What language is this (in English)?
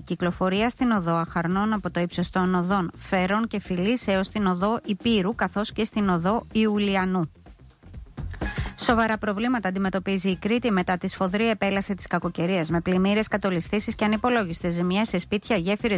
Greek